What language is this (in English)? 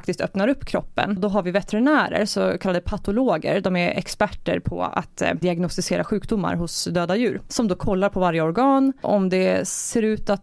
Swedish